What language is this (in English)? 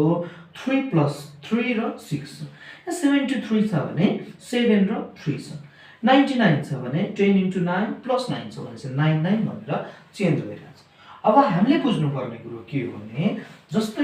Nepali